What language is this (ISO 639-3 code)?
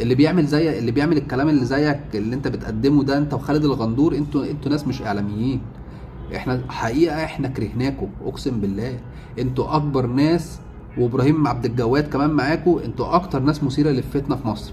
arz